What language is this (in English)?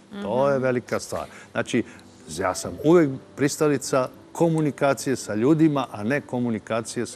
Serbian